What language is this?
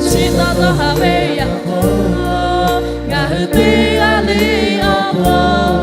Lahu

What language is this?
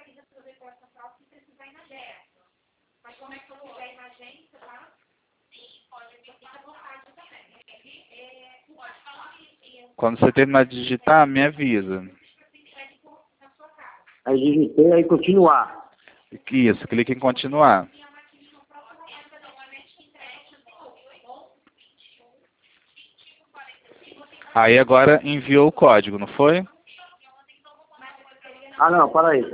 Portuguese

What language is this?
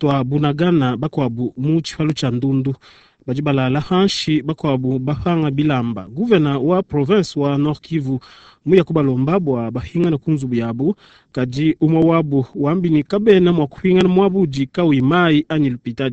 Luba-Lulua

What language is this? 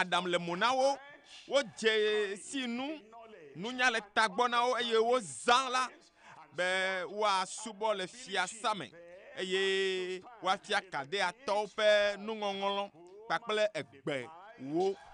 Ewe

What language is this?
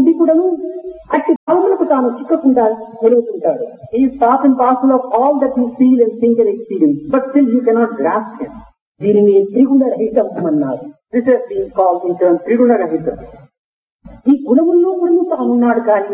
Telugu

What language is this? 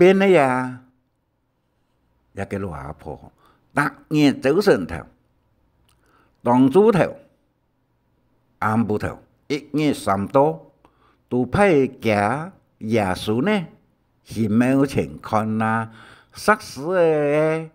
Hakka Chinese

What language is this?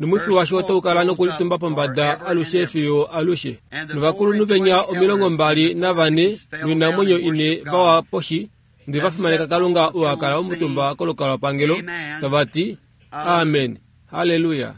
Kuanyama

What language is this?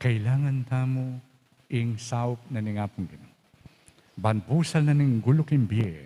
Pampanga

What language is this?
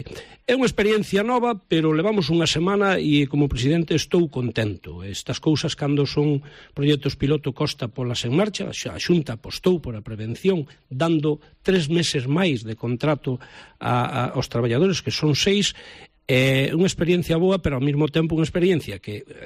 Galician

